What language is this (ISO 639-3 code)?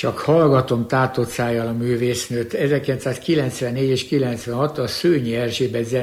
hun